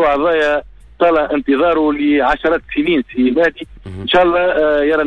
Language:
Tunisian Arabic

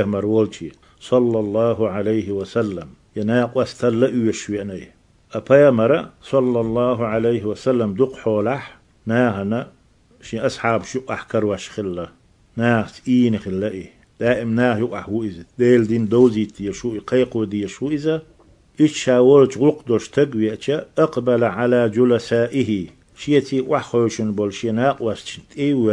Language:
Chechen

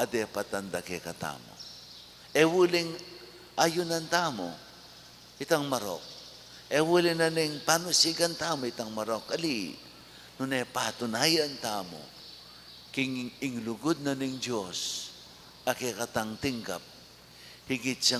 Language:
Pampanga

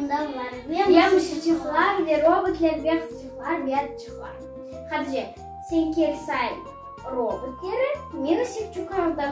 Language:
Crimean Tatar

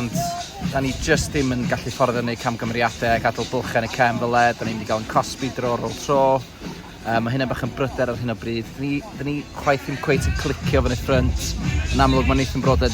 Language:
Welsh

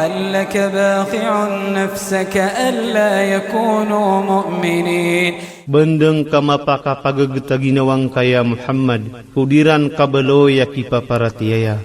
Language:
Iranun (Philippines)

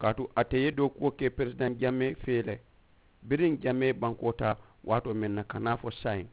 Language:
Mandingo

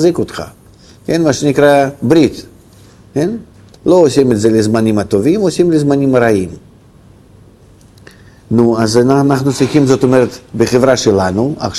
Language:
Hebrew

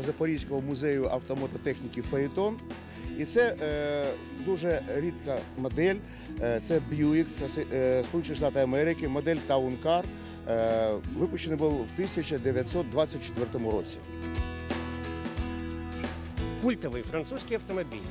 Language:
Ukrainian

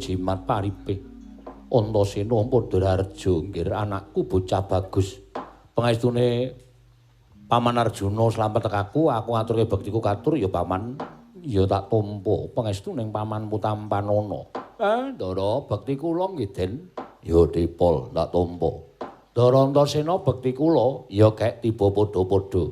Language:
Javanese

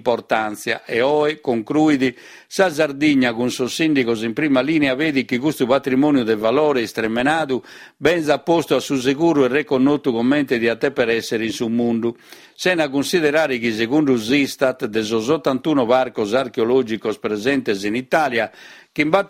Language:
Sardinian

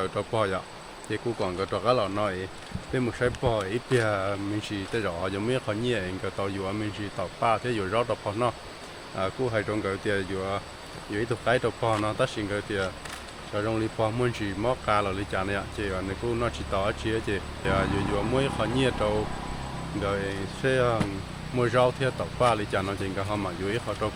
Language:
Hmong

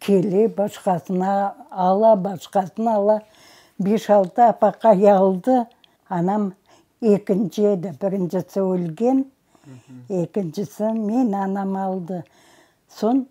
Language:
Crimean Tatar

